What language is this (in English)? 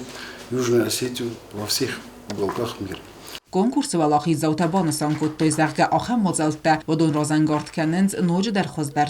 Ossetic